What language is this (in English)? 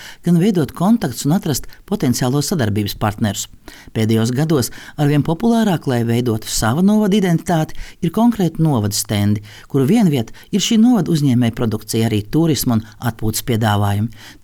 Latvian